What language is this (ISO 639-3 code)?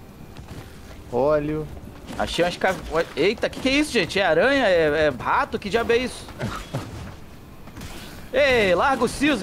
por